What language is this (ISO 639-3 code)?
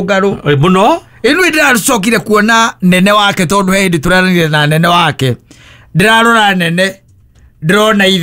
kik